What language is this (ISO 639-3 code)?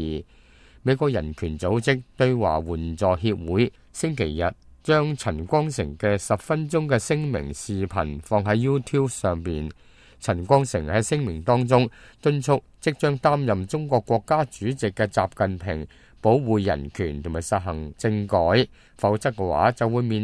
yue